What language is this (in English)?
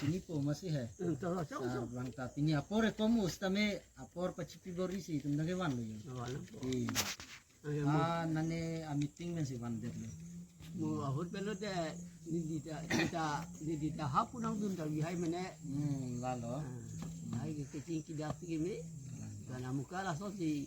Karbi